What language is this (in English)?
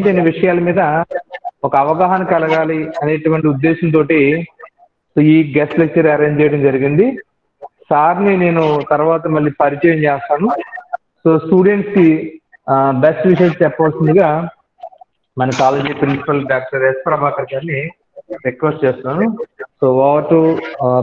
Telugu